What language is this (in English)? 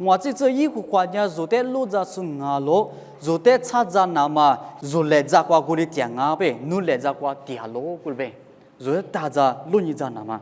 Lisu